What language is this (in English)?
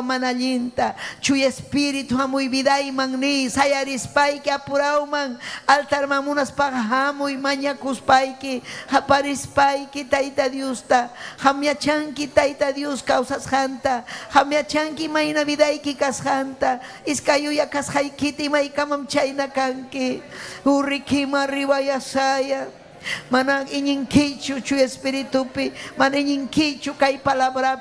Ayacucho Quechua